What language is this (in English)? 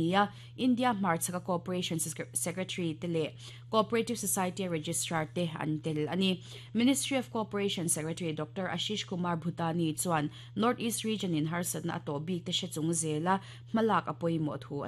Mizo